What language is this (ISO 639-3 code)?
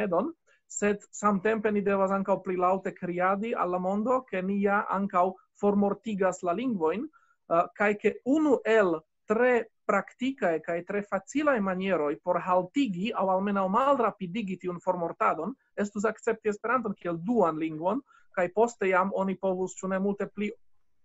epo